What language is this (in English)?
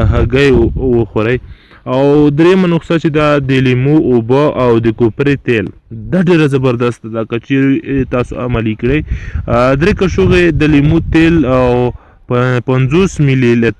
Pashto